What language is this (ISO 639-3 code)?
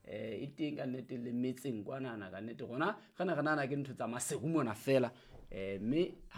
sot